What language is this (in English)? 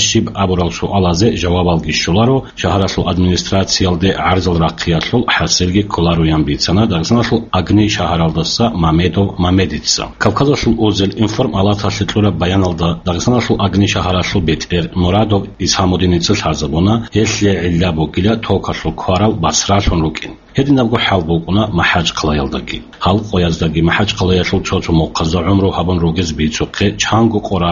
Avaric